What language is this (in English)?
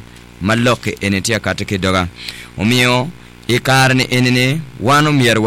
Acoli